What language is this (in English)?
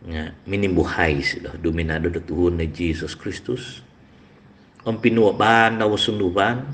Central Dusun